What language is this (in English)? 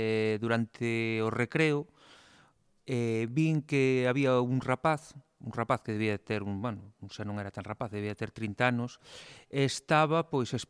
Galician